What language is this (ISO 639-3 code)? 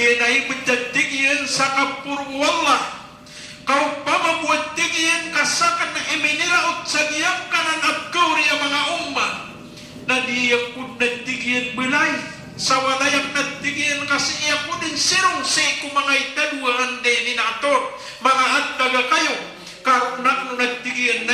mrw